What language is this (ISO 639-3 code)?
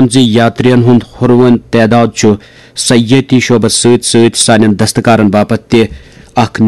kas